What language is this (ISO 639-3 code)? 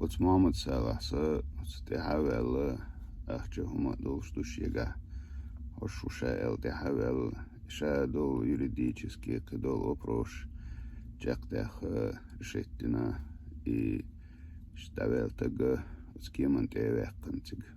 che